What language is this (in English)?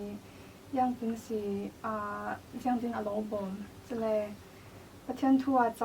Falam Chin